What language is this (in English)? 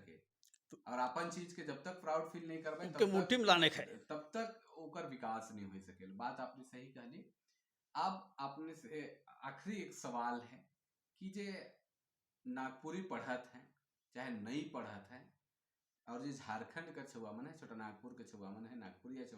Sadri